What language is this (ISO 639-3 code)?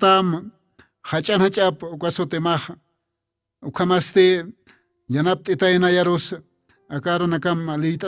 aym